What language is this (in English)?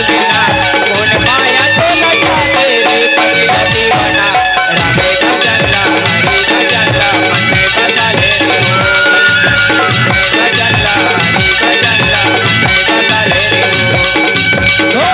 Chhattisgarhi